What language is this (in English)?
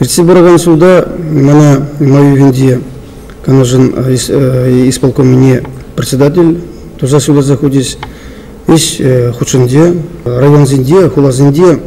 Chuvash